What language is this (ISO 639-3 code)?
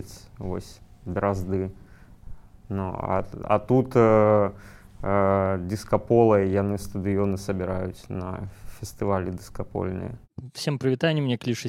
bel